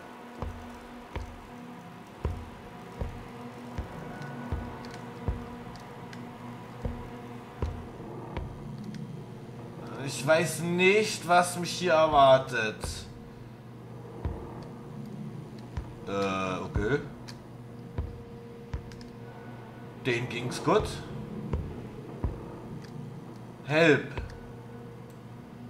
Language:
German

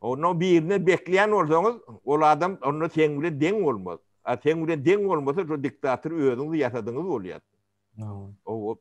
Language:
Turkmen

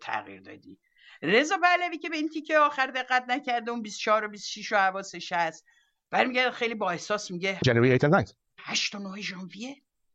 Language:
Persian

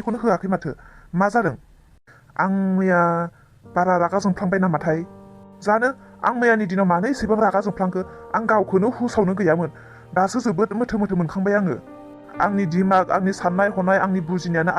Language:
Bodo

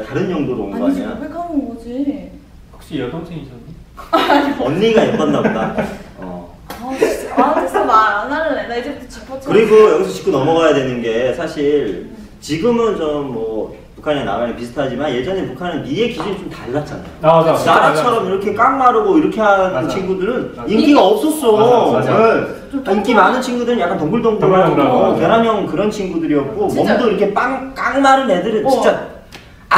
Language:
Korean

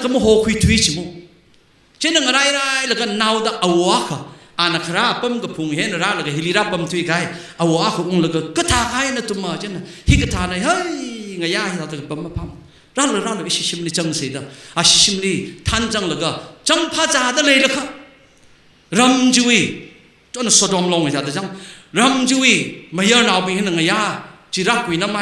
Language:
Tangkhul Naga (India)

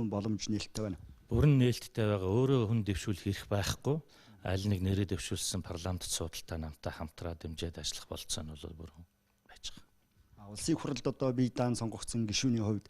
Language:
Mongolian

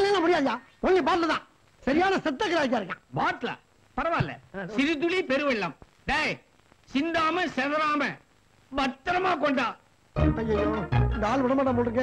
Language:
Tamil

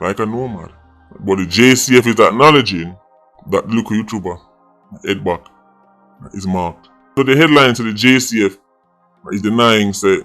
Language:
Jamaican Creole English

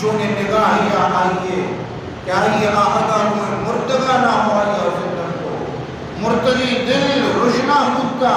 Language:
Eastern Balochi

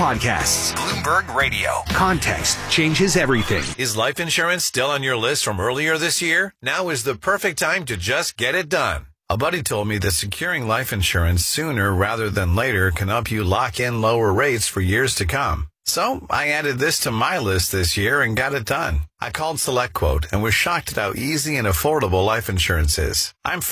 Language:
English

